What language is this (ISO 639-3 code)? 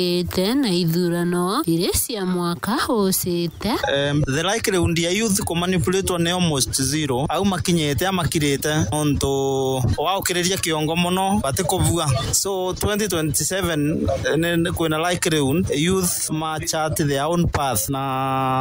mer